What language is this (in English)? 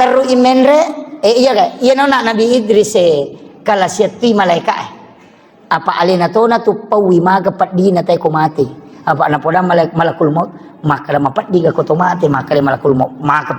Buginese